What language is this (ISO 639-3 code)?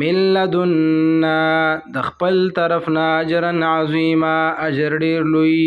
pus